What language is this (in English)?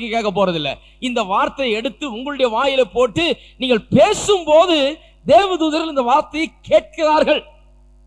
Tamil